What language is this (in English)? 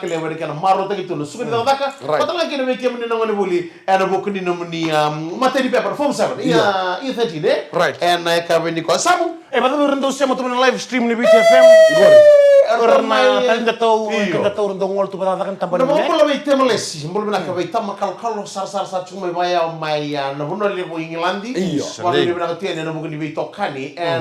Fijian